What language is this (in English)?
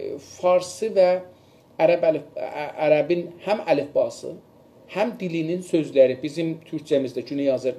South Azerbaijani